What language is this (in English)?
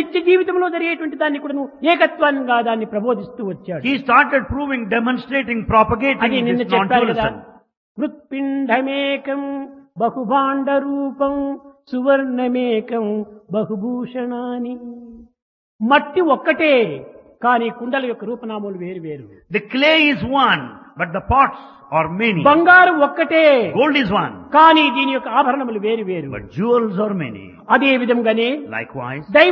Telugu